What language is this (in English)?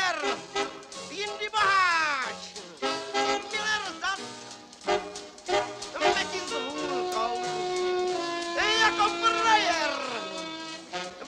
Czech